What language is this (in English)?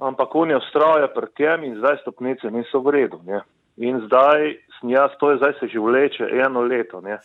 Slovenian